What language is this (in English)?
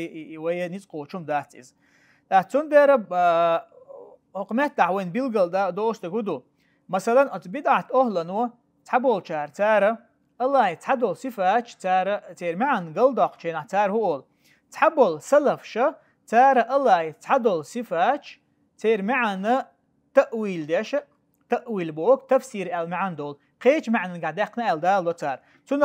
Chechen